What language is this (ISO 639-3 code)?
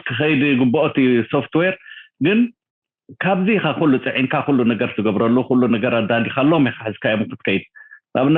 tir